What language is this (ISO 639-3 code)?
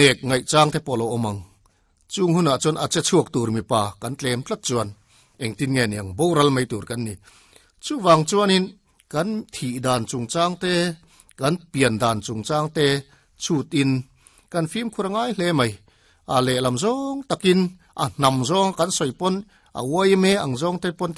lus